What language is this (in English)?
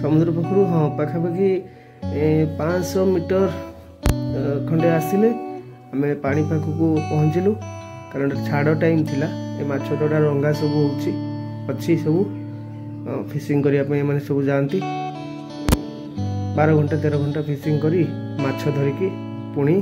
Odia